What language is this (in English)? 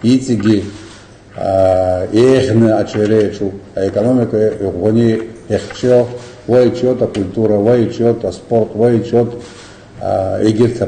Abkhazian